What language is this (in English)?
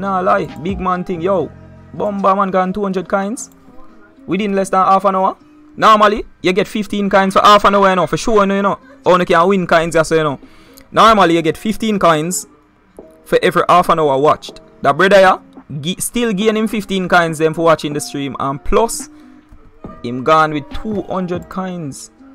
Jamaican Creole English